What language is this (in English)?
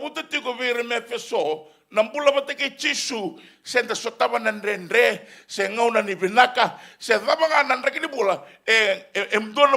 Fijian